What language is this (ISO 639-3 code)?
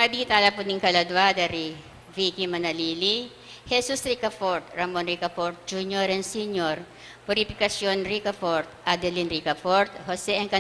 pam